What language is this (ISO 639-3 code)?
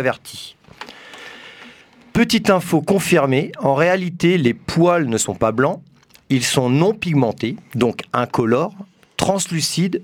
fra